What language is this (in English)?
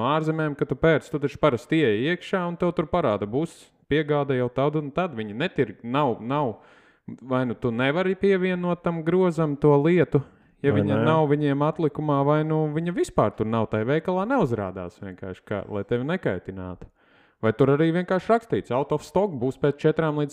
Latvian